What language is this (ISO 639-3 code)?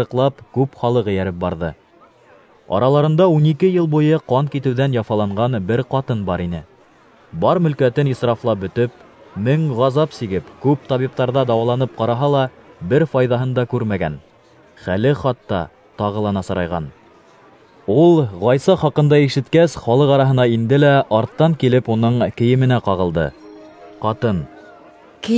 bak